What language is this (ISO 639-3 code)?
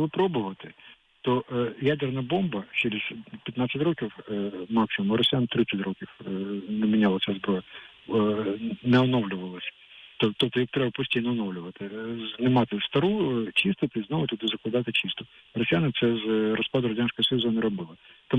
ukr